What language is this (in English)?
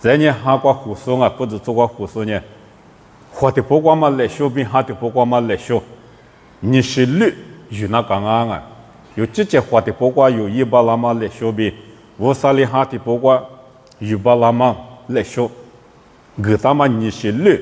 Lisu